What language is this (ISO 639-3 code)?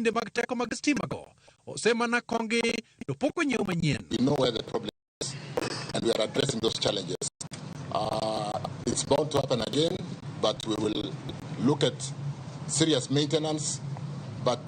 luo